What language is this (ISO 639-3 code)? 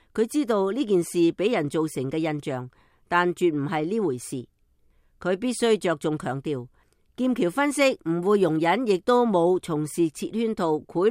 yue